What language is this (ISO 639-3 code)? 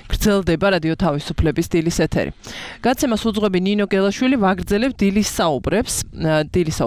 kat